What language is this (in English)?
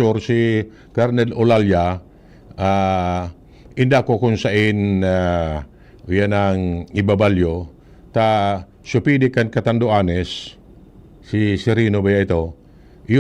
Bikol